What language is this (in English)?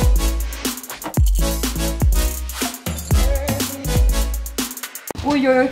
Swedish